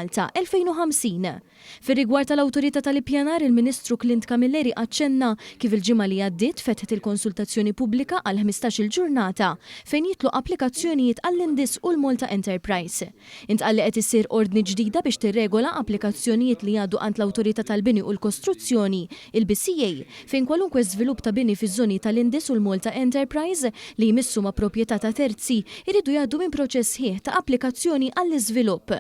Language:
Maltese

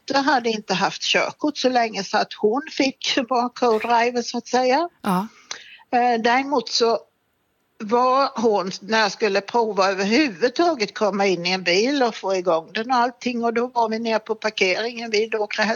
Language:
Swedish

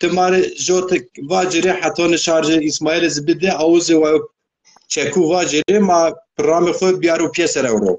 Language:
Zaza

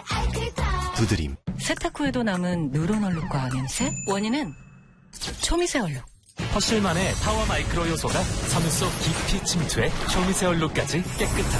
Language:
Korean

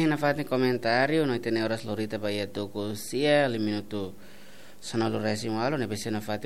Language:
Tetum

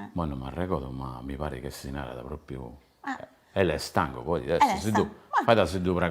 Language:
Sardinian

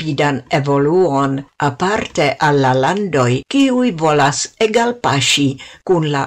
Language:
Esperanto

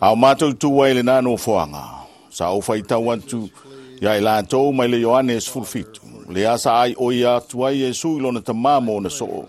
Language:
Samoan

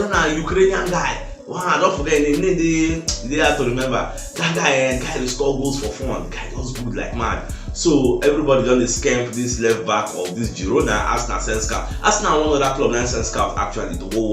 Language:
Nigerian Pidgin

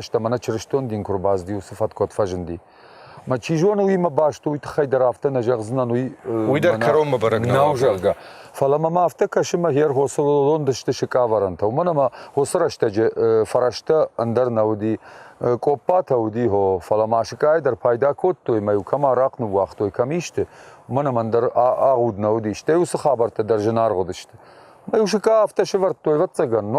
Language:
Ossetic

